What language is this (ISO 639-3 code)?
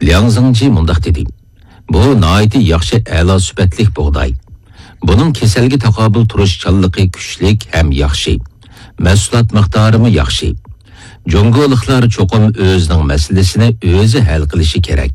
uig